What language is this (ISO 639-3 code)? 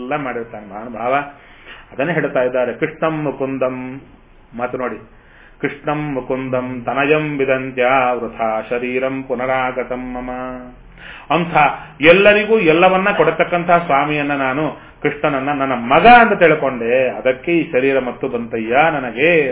kan